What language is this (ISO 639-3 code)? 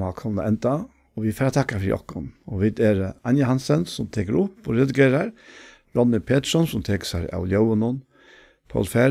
fao